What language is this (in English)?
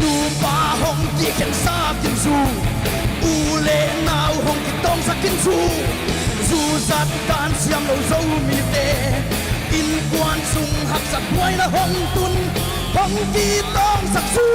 Paite Chin